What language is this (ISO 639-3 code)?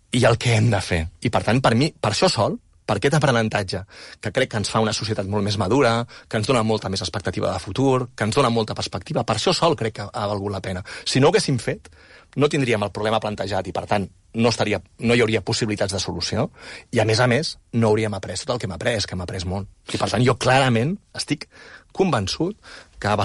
cat